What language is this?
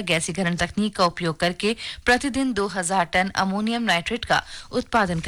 Hindi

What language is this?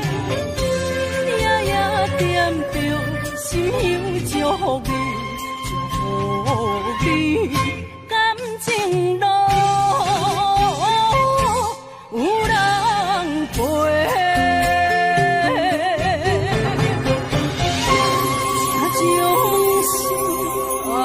Chinese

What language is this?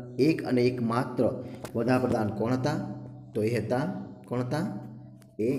Gujarati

